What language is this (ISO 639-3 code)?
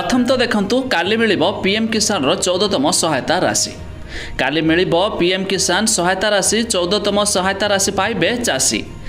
ori